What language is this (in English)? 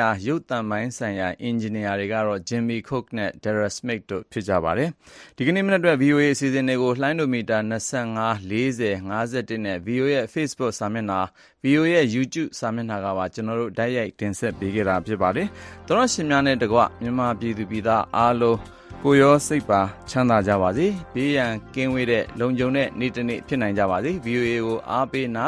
Burmese